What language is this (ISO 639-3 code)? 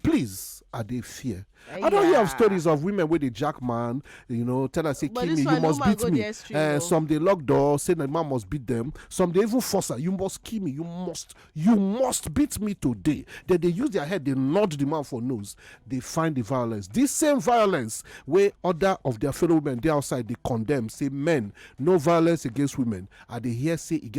pcm